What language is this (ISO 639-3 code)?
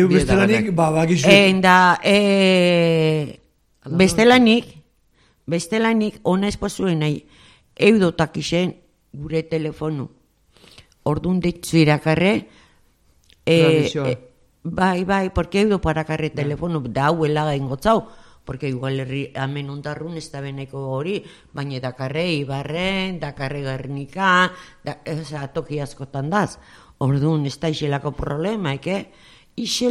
eus